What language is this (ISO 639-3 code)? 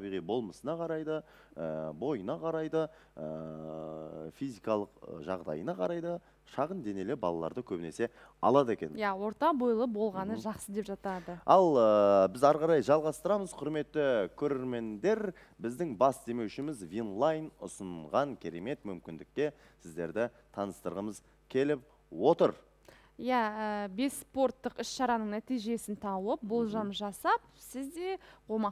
kaz